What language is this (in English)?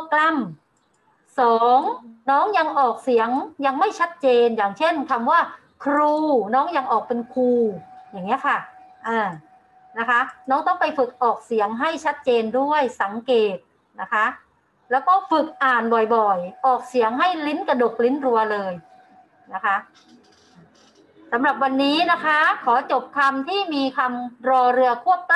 Thai